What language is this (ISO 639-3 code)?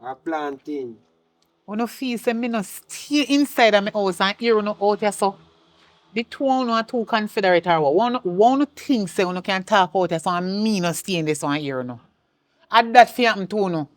jam